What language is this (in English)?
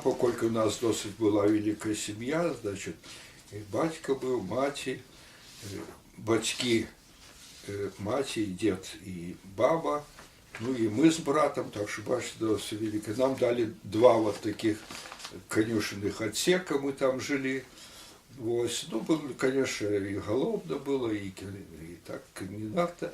Belarusian